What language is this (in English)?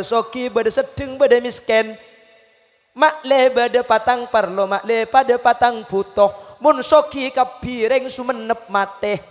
Madurese